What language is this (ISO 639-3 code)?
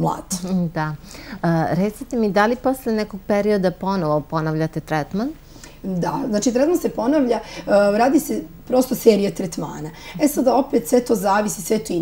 srp